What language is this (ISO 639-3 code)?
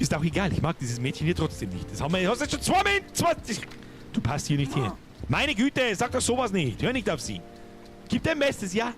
bar